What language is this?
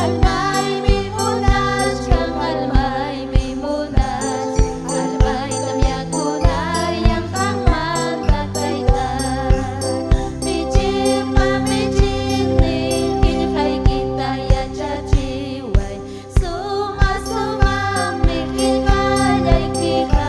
Ayacucho Quechua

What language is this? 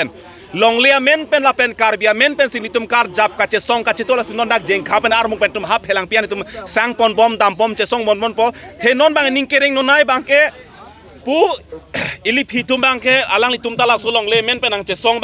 Karbi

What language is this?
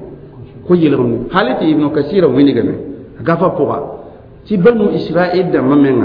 Mossi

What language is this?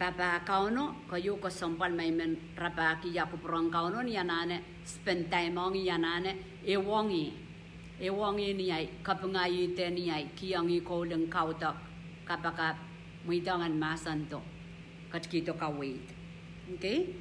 Pohnpeian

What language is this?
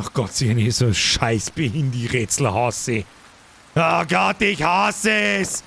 Bavarian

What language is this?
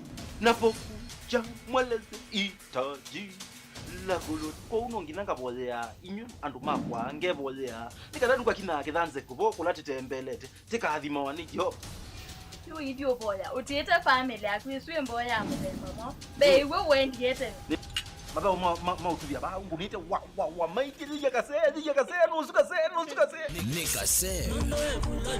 Kamba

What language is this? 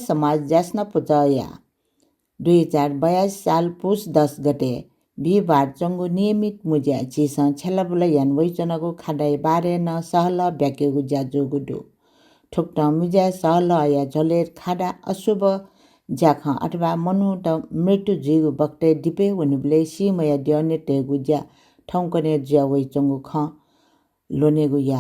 Newari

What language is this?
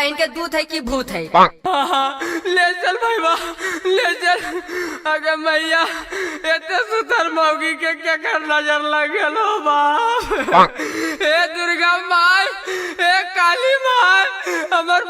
Magahi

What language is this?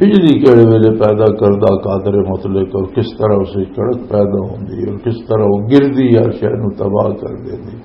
Western Panjabi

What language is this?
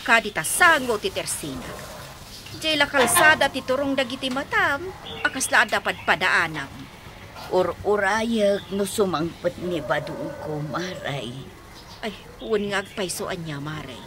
Iloko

